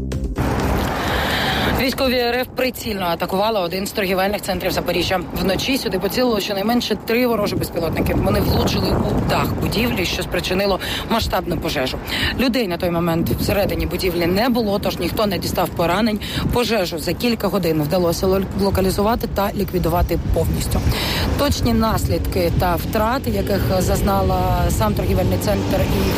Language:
Ukrainian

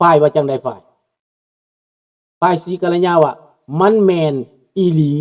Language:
Lao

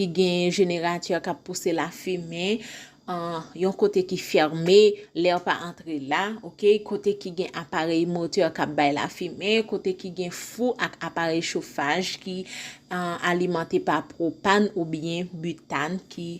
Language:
Haitian Creole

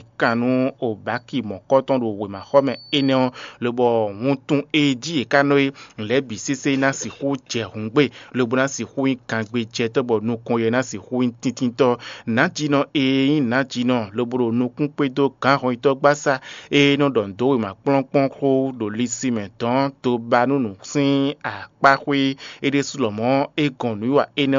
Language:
Fon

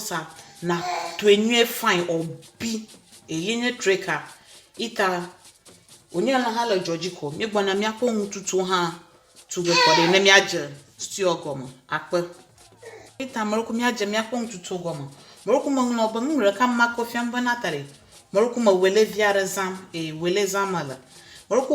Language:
Ewe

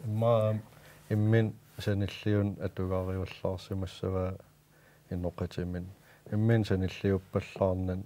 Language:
Kalaallisut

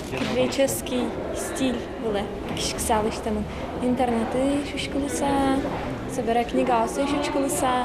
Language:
Udmurt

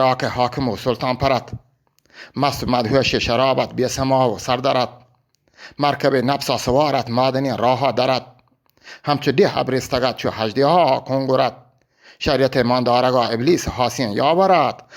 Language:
Eastern Balochi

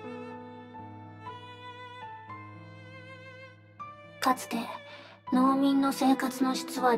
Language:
Japanese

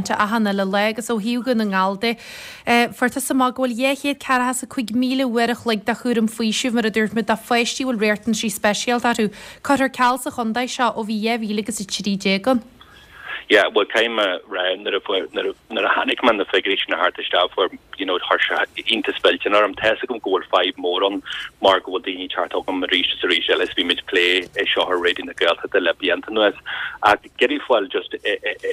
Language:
Irish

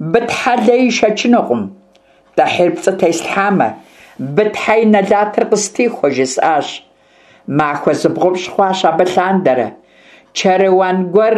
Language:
Kabardian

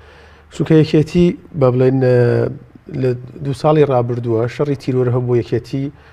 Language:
Central Kurdish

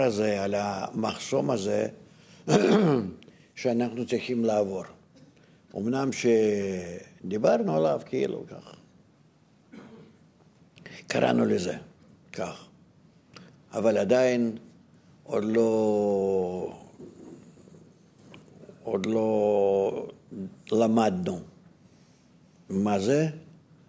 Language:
Hebrew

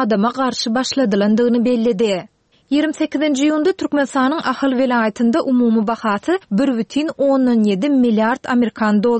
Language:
Turkmen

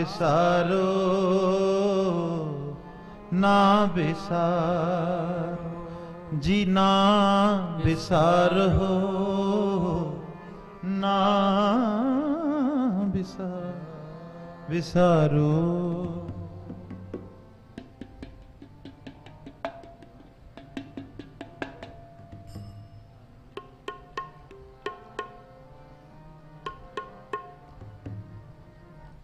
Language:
Punjabi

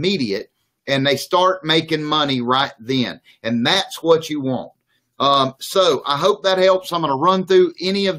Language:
English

